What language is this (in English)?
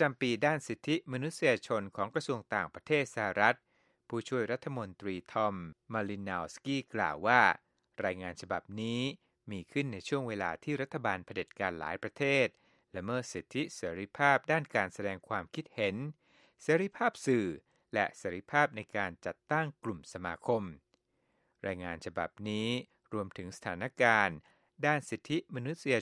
Thai